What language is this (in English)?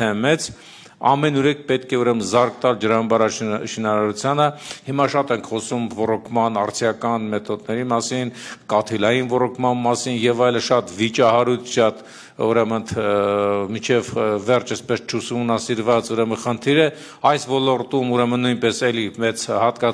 Armenian